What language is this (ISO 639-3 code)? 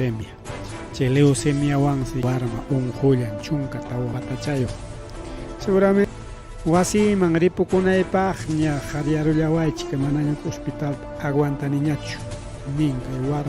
quy